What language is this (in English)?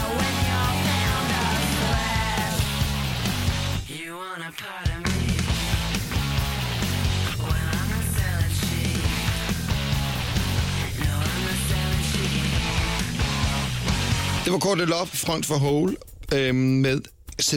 Danish